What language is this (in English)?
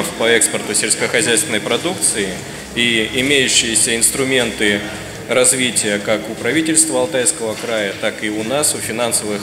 Russian